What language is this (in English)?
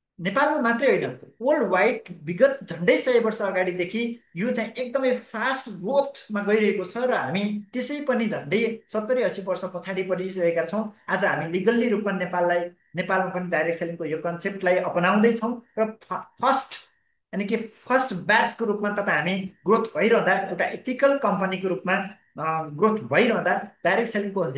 Nepali